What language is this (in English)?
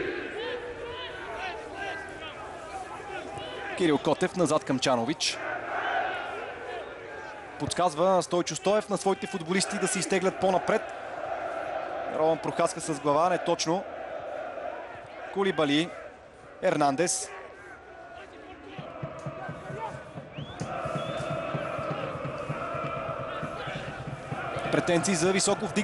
Bulgarian